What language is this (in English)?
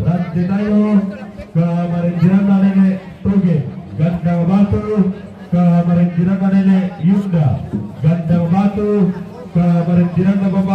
Toraja-Sa'dan